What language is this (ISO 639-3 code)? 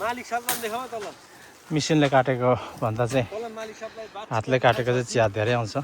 nep